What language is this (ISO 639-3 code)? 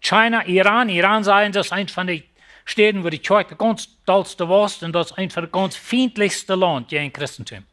pdt